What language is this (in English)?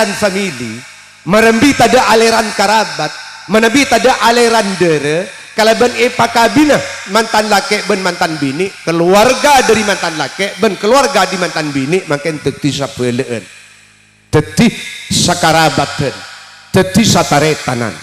Madurese